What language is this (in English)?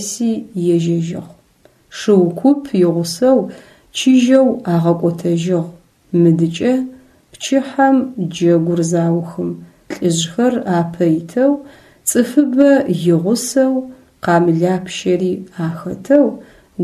Adyghe